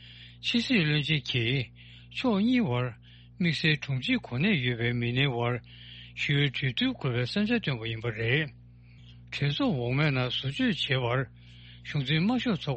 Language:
Tibetan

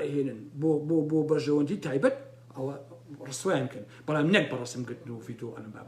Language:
Central Kurdish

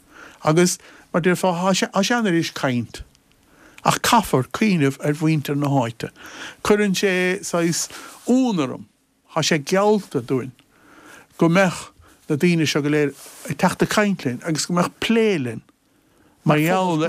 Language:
Irish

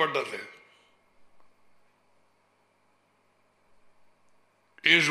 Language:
Tamil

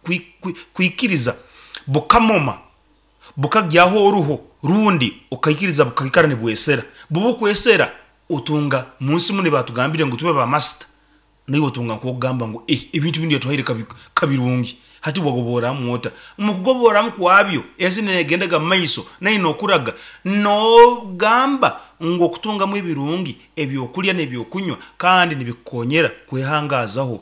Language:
Nyoro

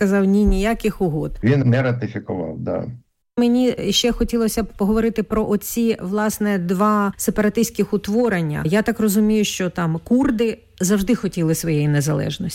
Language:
Ukrainian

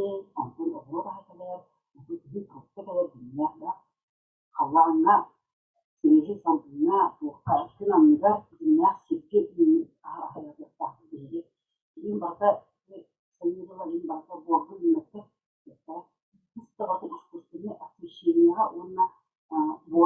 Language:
Yakut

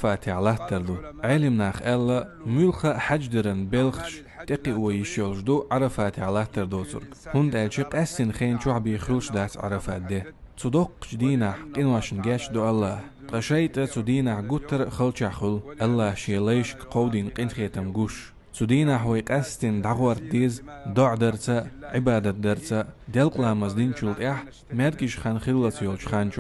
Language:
Chechen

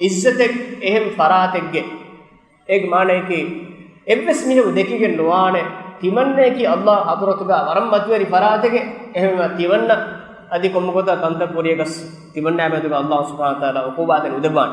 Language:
Divehi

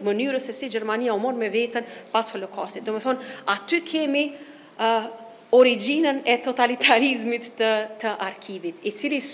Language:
Albanian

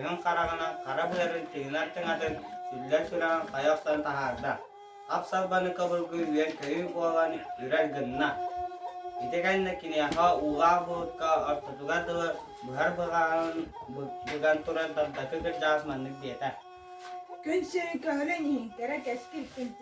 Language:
Yakut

